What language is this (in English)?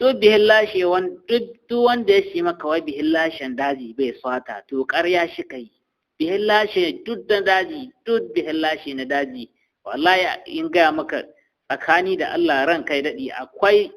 Hausa